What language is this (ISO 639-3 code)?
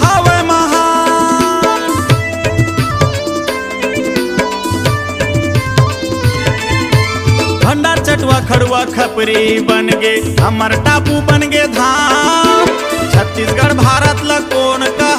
hne